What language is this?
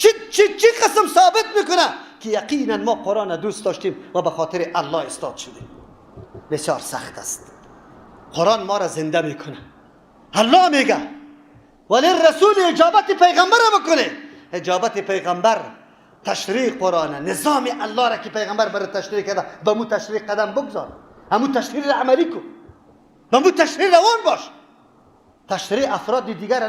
Persian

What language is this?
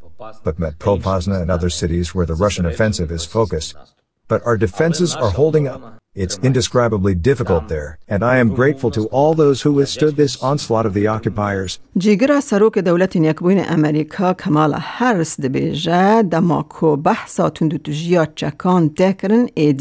Kurdish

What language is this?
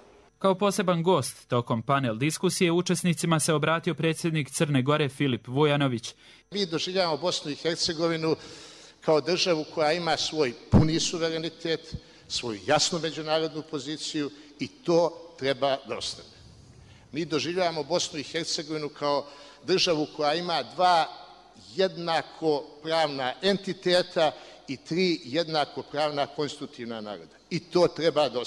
Bosnian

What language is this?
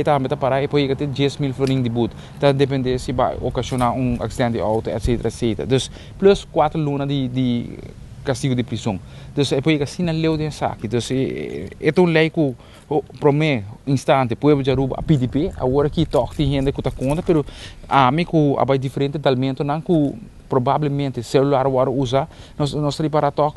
Papiamento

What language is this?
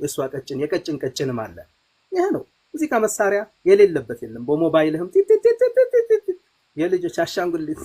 Amharic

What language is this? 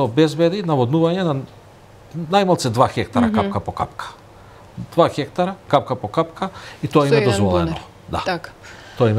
Macedonian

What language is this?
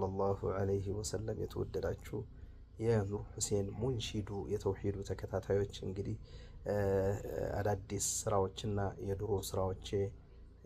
Amharic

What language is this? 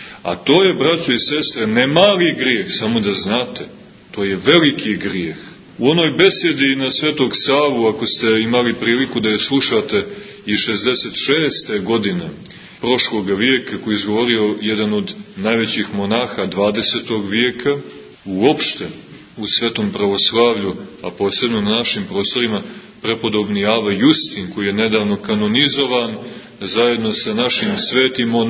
Serbian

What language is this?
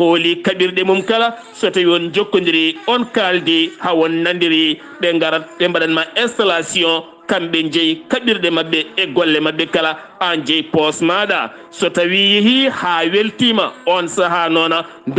Fula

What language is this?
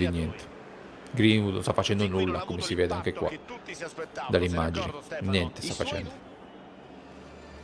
Italian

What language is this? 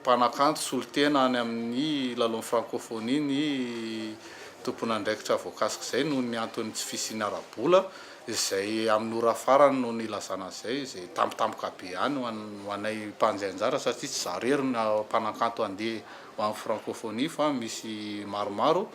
Malagasy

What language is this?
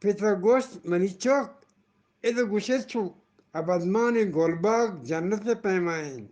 Eastern Balochi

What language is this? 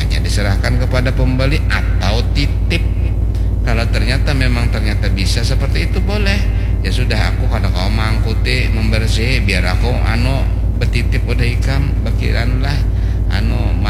Banjar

